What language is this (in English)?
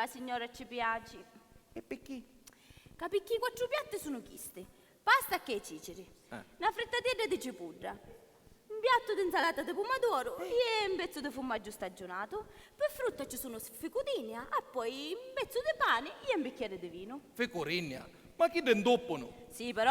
Sicilian